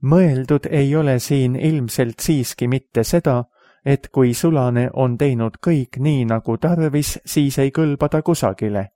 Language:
Estonian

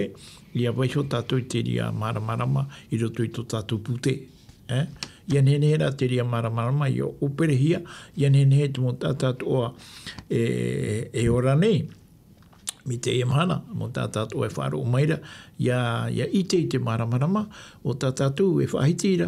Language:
Tahitian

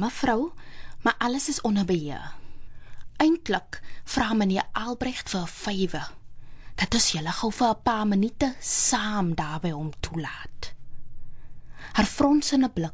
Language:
Afrikaans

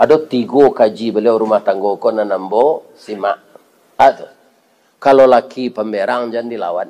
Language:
Minangkabau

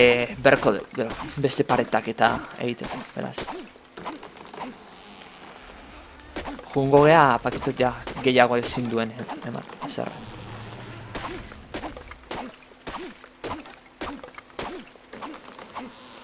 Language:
Basque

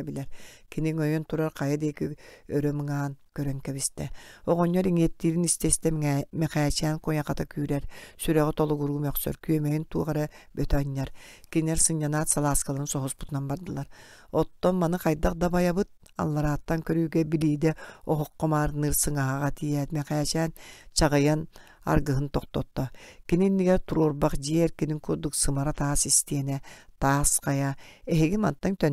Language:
Yakut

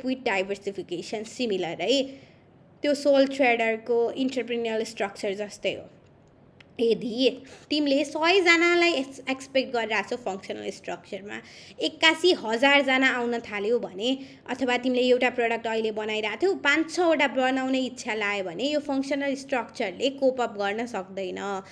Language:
Nepali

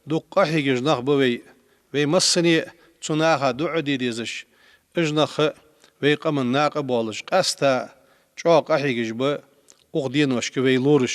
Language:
Ingush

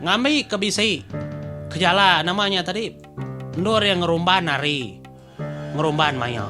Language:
Iban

